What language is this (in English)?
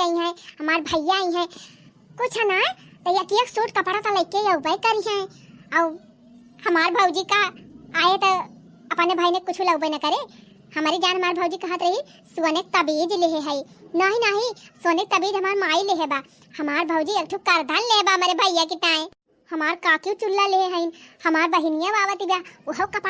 Awadhi